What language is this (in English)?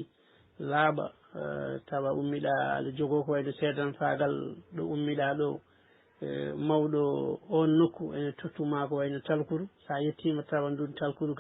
Fula